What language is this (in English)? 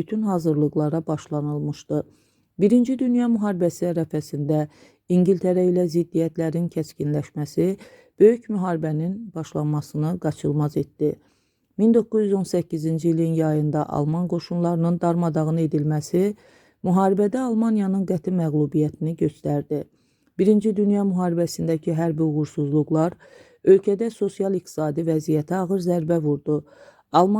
Azerbaijani